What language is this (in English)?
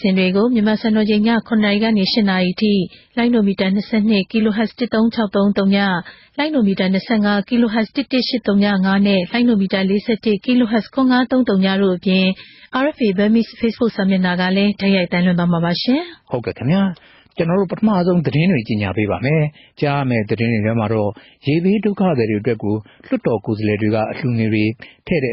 Burmese